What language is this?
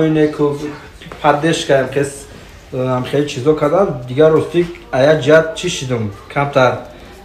Tajik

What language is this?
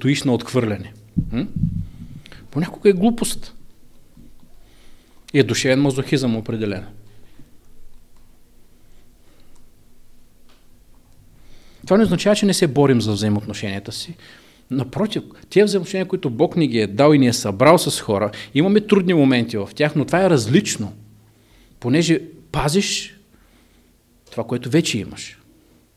Bulgarian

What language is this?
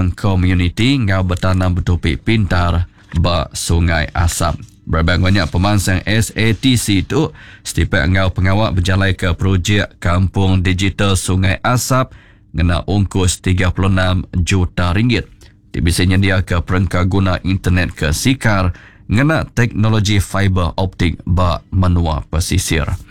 Iban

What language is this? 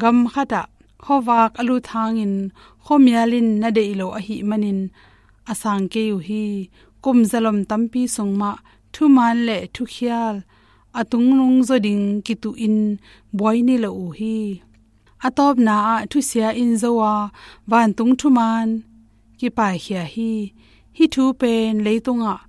Tedim Chin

